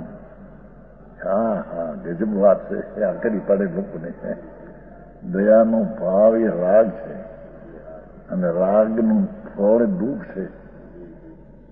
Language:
Gujarati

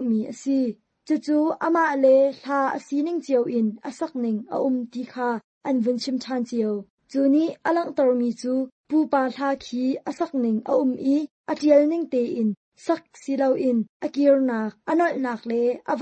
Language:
Thai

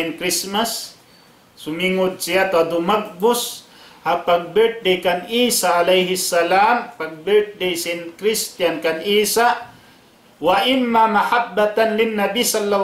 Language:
Tausug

